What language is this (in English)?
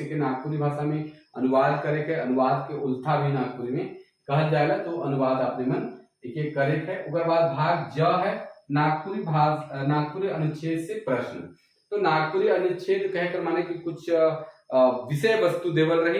Sadri